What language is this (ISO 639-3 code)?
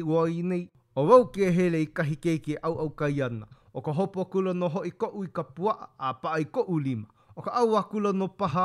haw